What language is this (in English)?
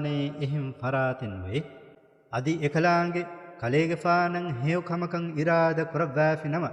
Divehi